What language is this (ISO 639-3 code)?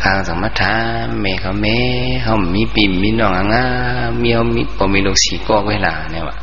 shn